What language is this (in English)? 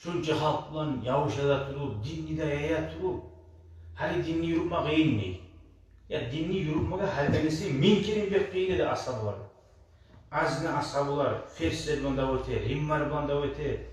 Kumyk